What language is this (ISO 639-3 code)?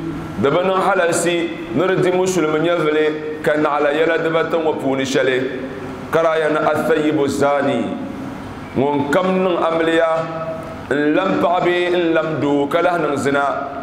dag